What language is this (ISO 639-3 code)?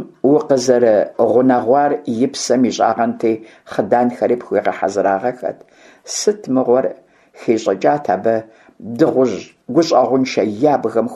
kbd